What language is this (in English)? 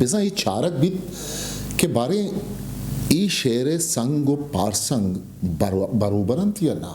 Eastern Balochi